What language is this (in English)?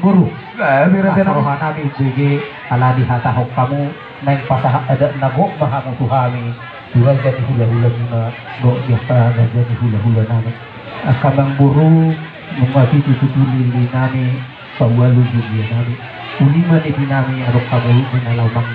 Batak Toba